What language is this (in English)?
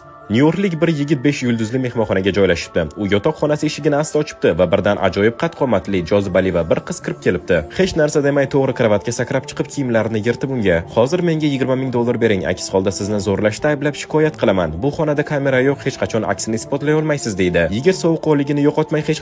Uzbek